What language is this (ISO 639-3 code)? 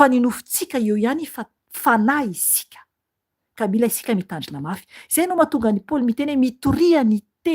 mlg